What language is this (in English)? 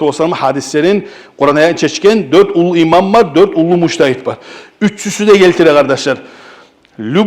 Kumyk